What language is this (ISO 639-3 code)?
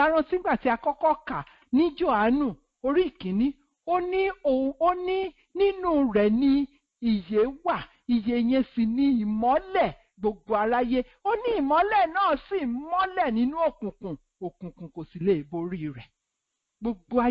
yor